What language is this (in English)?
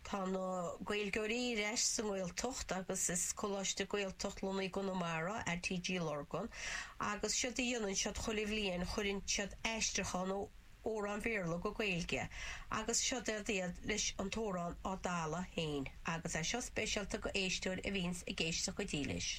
Irish